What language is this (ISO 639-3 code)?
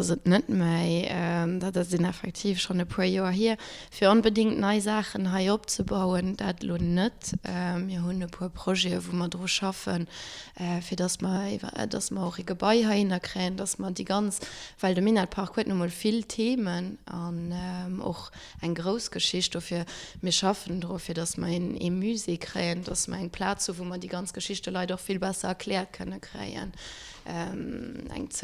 ltz